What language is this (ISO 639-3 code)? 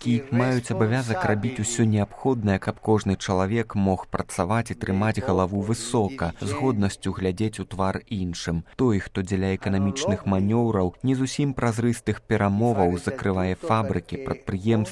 bel